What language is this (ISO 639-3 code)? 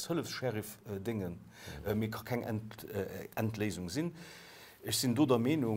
ltz